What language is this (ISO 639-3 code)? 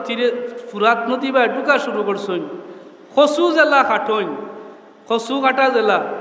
syl